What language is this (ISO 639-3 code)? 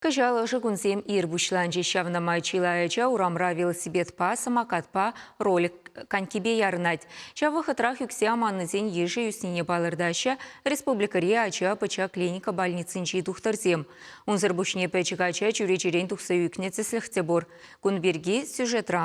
chv